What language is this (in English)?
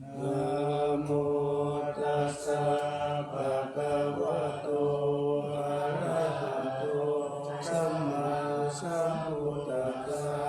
Pali